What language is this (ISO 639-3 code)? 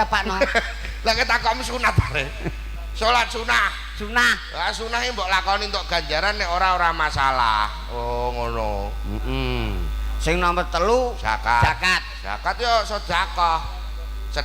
jav